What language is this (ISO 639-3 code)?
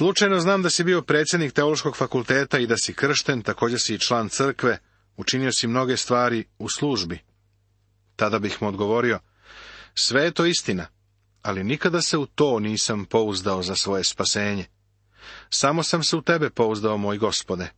srp